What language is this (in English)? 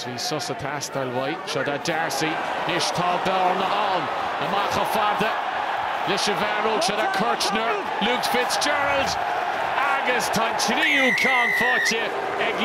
Irish